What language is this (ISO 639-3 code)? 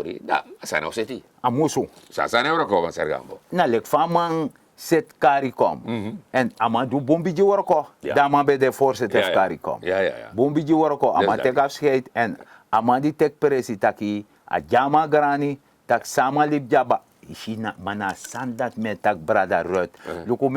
srn